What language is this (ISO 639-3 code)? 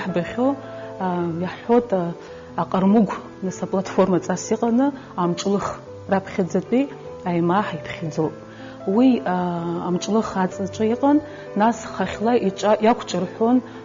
abk